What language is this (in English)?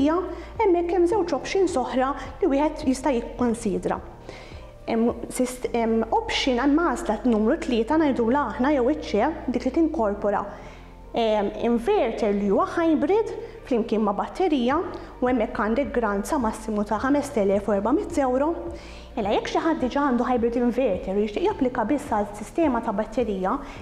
Maltese